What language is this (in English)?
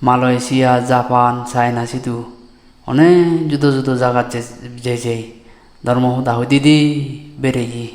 Chakma